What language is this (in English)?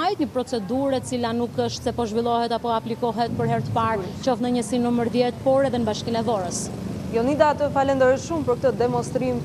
Albanian